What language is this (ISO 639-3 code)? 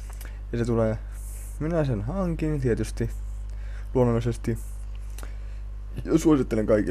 fin